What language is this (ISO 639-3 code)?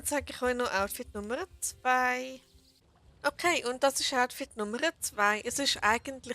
gsw